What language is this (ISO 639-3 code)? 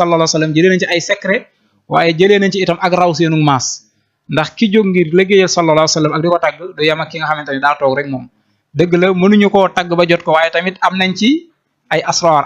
wol